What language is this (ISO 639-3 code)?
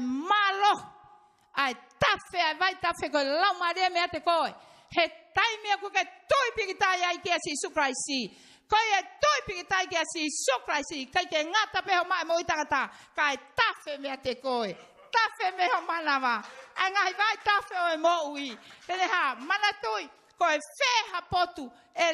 ton